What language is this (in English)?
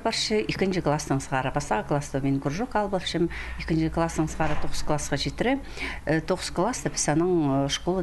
Khakas